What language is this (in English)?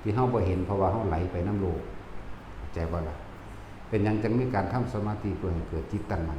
Lao